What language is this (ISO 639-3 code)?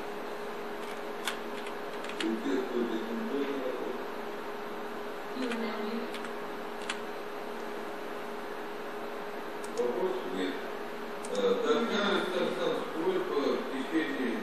rus